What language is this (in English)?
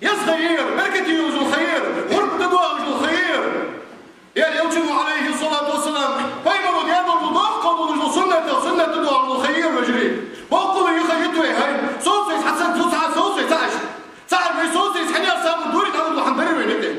Ingush